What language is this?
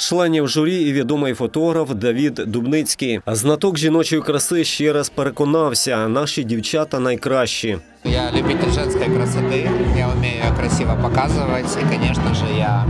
Ukrainian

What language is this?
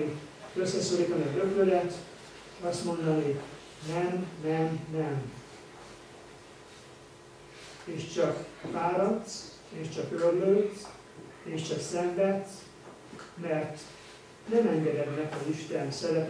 Hungarian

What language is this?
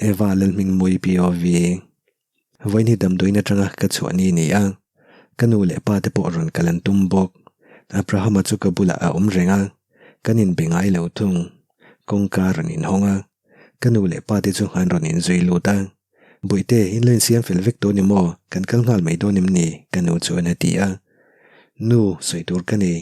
Mizo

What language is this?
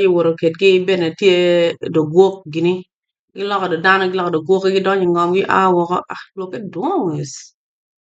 Acoli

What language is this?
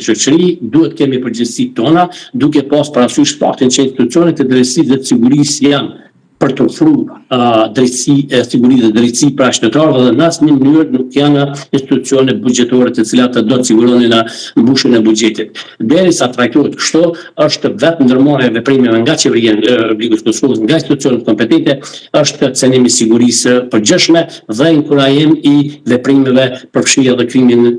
Albanian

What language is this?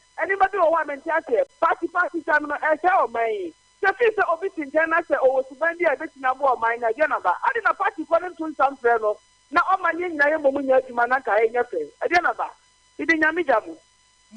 Akan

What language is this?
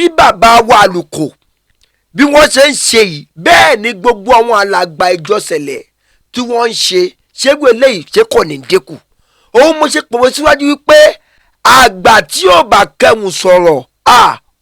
Yoruba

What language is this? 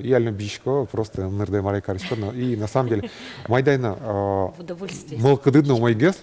Udmurt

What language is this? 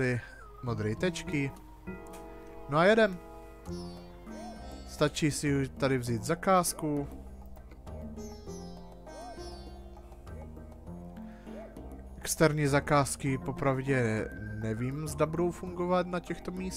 Czech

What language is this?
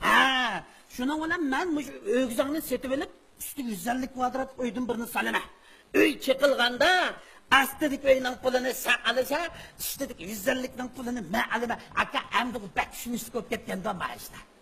Uyghur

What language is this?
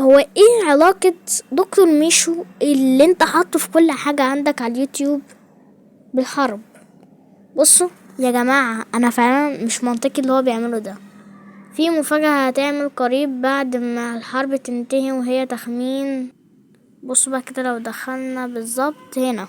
Egyptian Arabic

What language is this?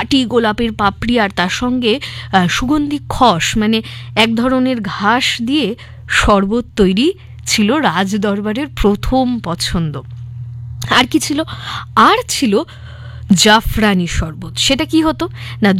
Bangla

